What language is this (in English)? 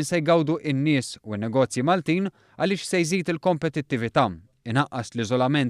Maltese